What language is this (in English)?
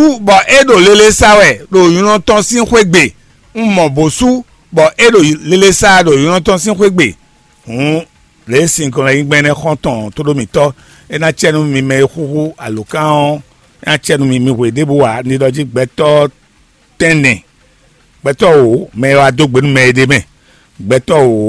Fon